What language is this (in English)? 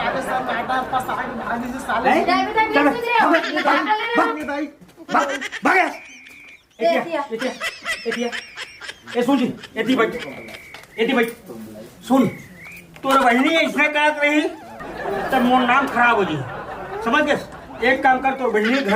Chhattisgarhi